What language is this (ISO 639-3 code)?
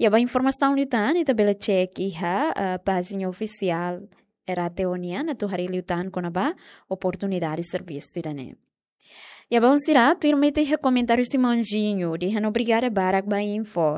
tet